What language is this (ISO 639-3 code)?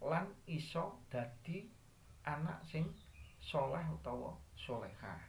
jav